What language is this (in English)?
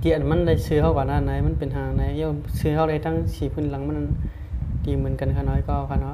Shan